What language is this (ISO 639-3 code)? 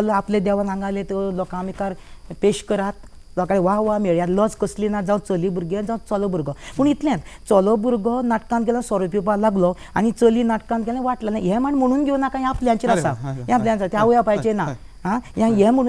kok